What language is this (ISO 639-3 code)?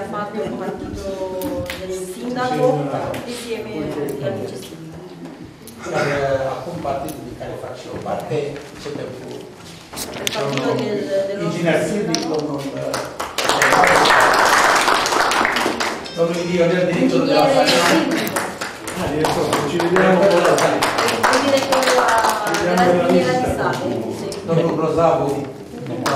ron